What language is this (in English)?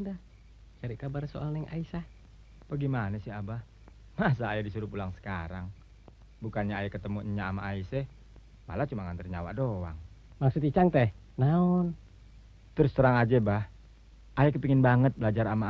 Betawi